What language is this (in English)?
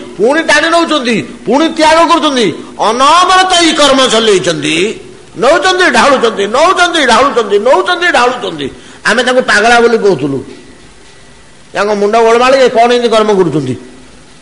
Odia